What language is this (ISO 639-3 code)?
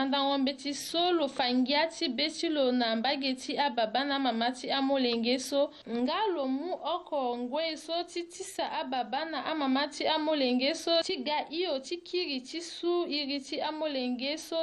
sag